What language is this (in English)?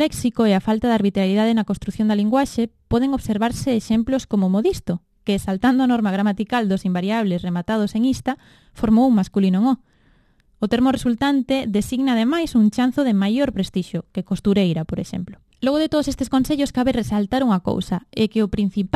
Galician